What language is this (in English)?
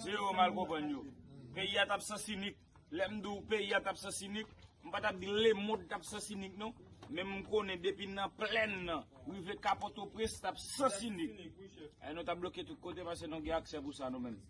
Haitian Creole